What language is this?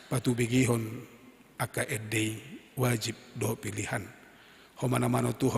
Batak Toba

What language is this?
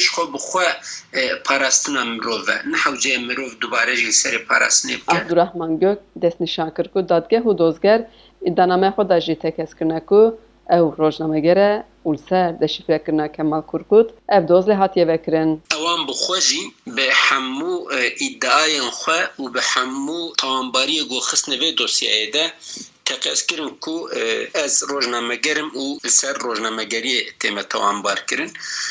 Kurdish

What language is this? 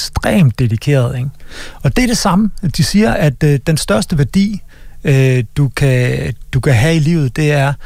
Danish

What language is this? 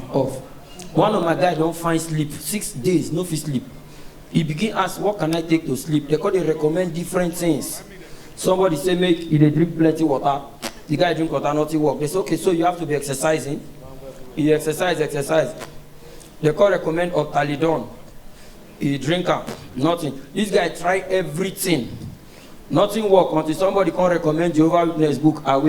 Nigerian Pidgin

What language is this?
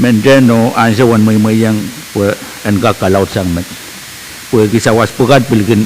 Pohnpeian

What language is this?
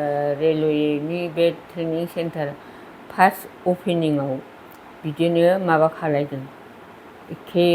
Bodo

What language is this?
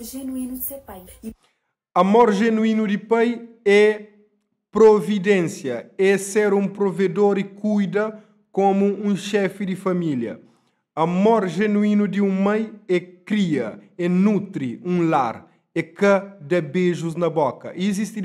Kabuverdianu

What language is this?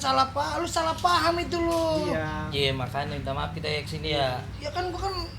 Betawi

